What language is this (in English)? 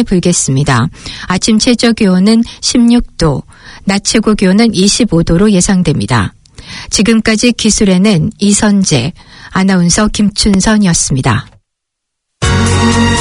Korean